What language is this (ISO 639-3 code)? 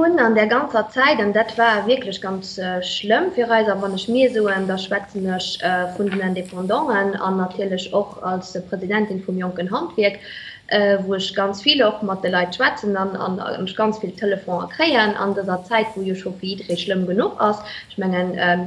ltz